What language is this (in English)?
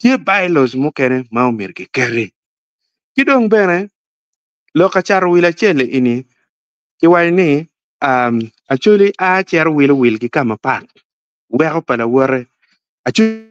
Acoli